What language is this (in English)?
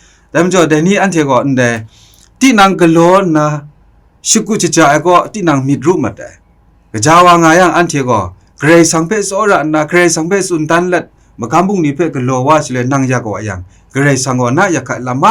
Kachin